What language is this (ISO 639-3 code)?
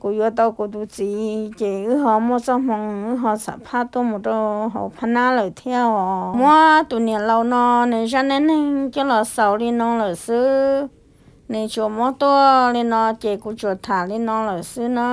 hmn